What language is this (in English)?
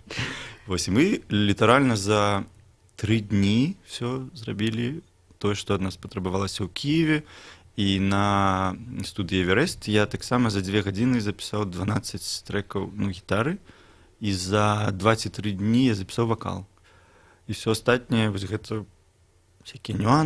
Belarusian